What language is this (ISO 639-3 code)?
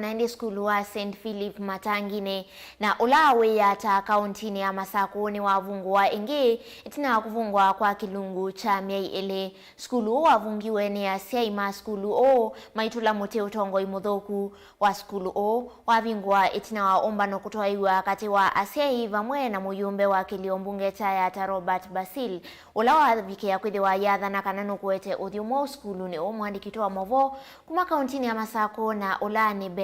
kam